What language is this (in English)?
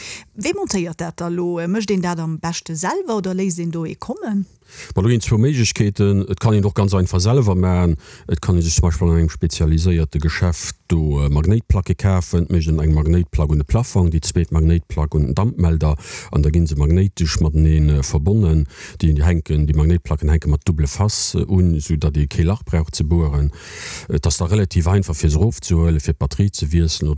Luxembourgish